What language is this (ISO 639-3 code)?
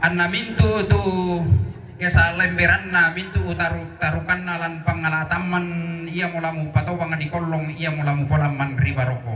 sda